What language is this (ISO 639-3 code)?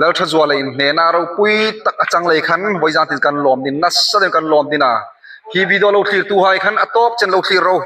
hmr